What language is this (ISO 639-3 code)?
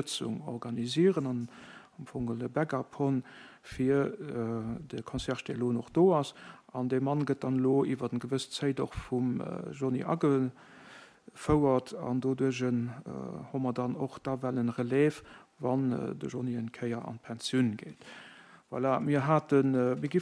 ltz